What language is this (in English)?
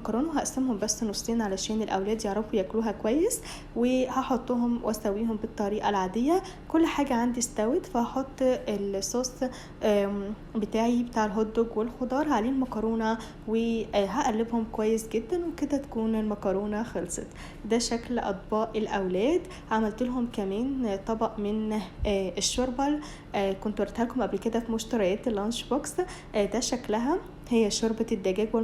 Egyptian Arabic